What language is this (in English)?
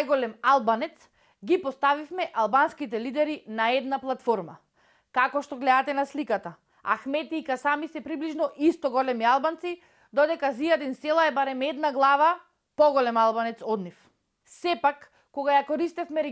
Macedonian